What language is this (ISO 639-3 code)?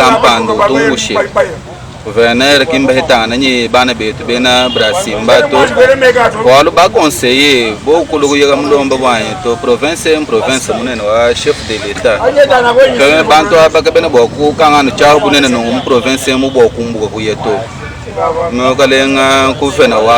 lua